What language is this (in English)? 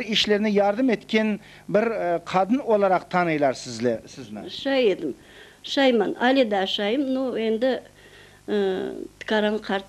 Crimean Tatar